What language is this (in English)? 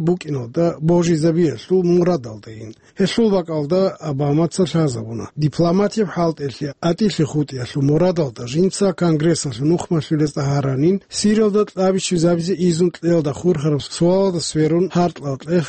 Avaric